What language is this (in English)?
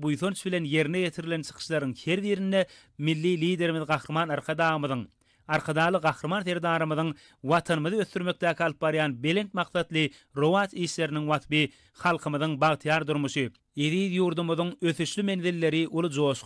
Turkmen